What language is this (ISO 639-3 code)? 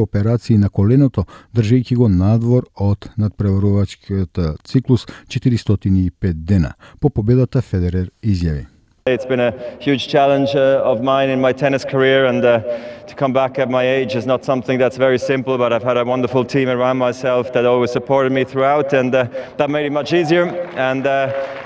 mkd